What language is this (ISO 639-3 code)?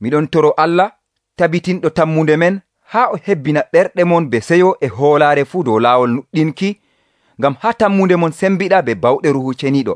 fuv